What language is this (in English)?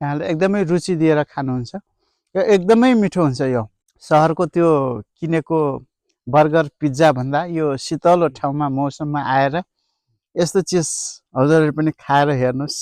Nepali